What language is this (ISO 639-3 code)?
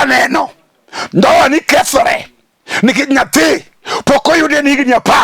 luo